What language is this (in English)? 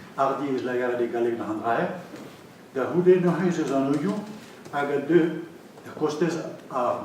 Breton